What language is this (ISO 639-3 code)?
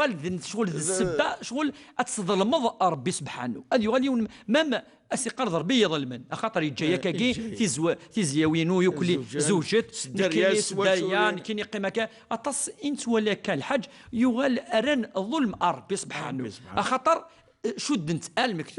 kab